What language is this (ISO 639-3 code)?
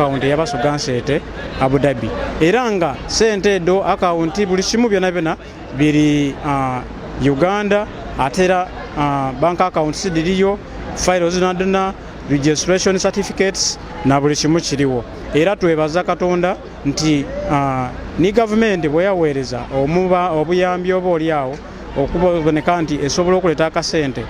xog